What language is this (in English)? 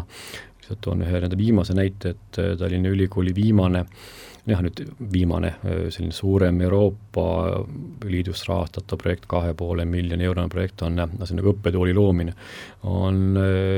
Estonian